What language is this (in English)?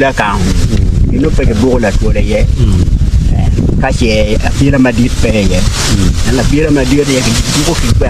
Acoli